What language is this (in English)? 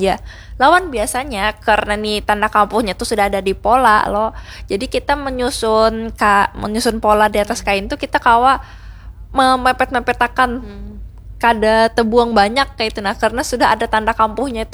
Banjar